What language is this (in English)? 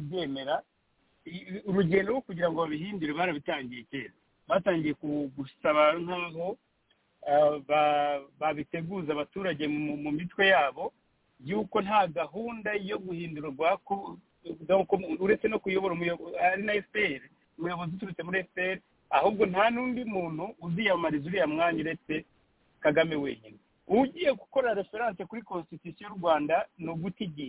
Kinyarwanda